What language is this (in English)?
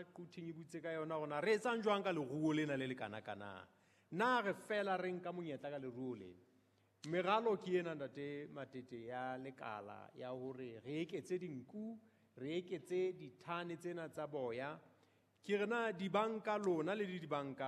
Southern Sotho